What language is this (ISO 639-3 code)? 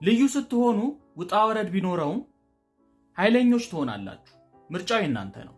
amh